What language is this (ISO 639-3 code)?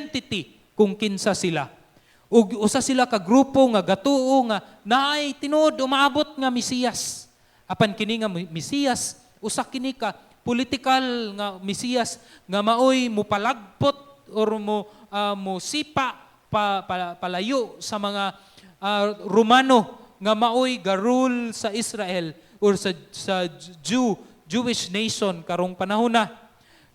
ceb